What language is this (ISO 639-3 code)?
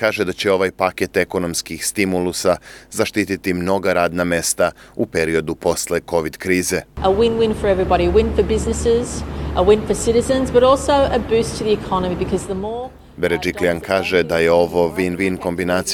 srp